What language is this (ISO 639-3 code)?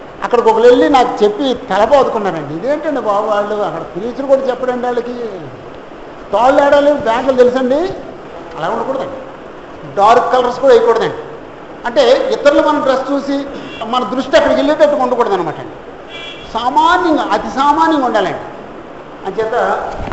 tel